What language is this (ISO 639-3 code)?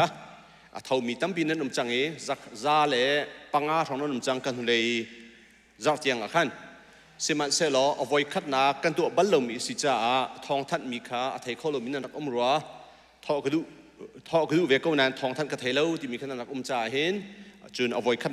cnh